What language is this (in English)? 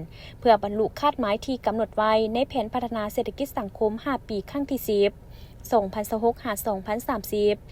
Lao